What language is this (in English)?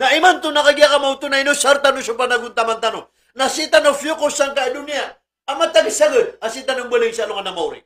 Maranao